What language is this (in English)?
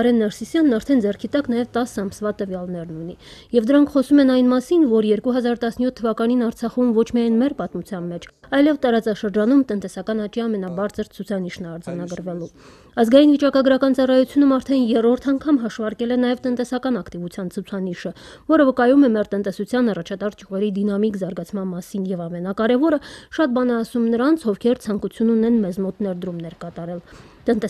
Armenian